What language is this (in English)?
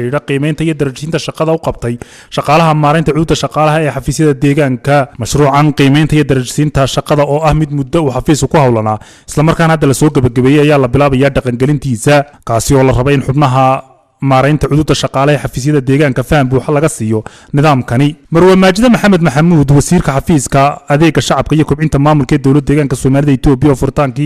Somali